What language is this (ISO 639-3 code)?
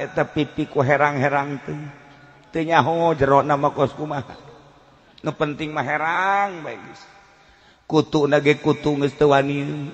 sun